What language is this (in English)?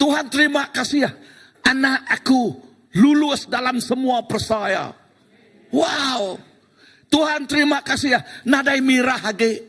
Iban